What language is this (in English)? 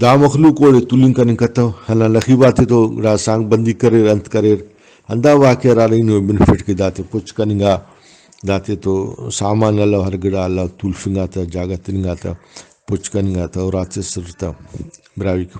Brahui